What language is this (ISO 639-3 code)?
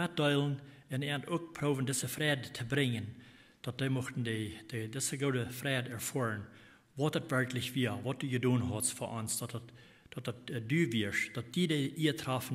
pdt